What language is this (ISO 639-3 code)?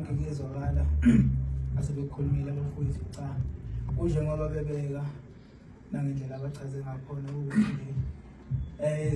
zul